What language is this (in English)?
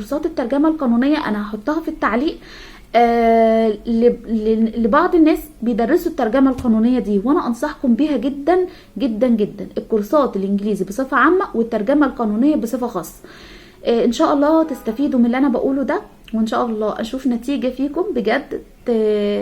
Egyptian Arabic